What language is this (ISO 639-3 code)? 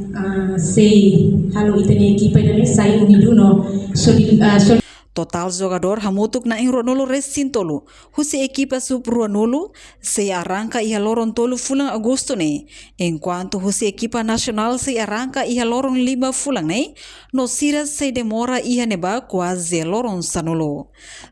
tet